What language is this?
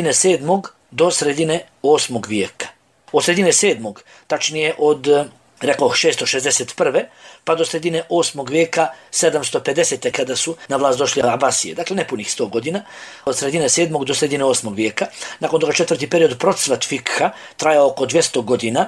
Bosnian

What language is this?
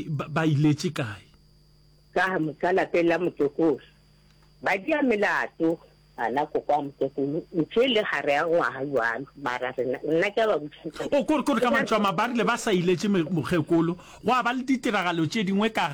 Northern Sotho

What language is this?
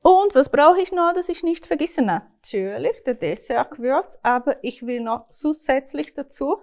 Swiss German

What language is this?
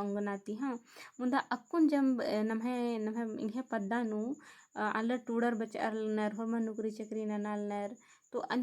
Kurukh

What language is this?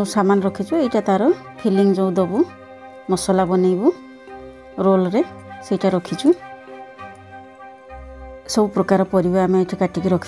Odia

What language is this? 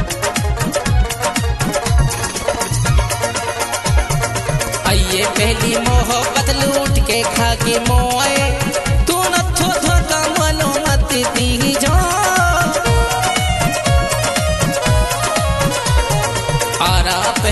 Haryanvi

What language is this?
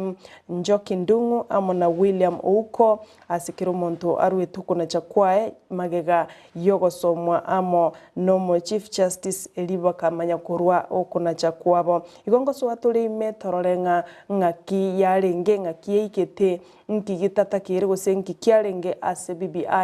Gusii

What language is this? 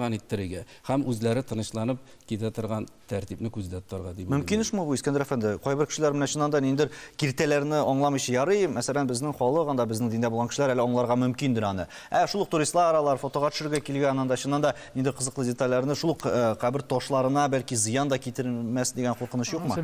Tatar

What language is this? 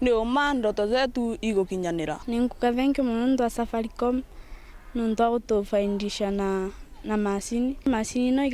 Meru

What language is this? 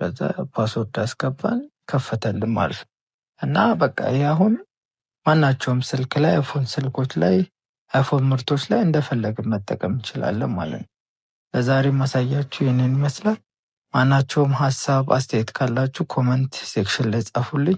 Amharic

